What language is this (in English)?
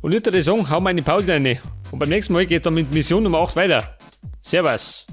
Bavarian